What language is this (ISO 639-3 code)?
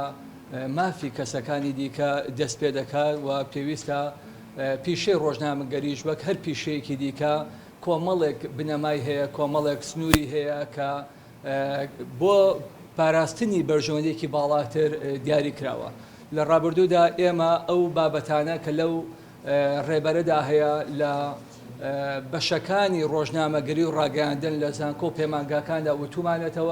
ckb